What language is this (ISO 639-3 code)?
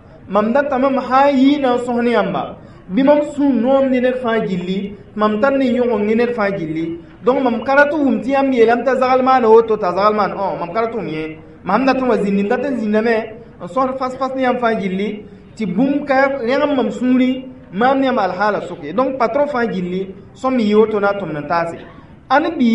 mos